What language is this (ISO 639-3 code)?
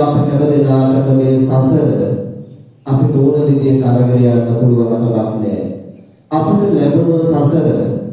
sin